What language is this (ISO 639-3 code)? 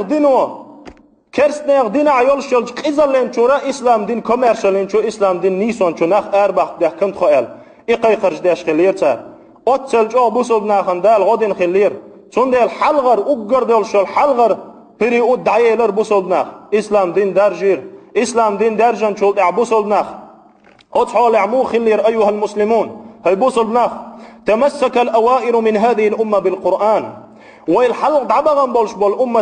che